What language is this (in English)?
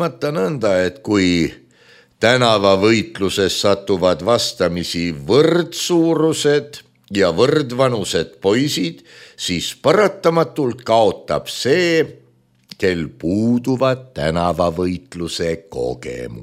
Estonian